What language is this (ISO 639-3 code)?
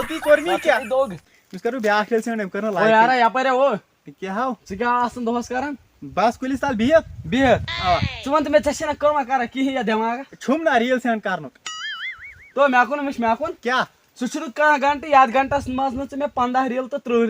kas